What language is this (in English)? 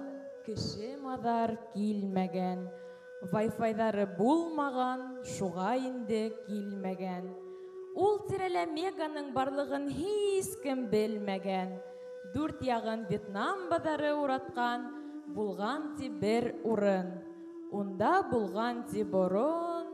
Bashkir